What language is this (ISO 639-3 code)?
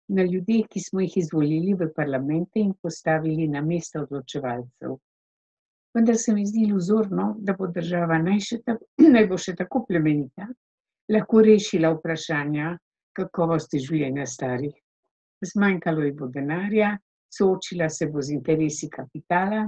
slv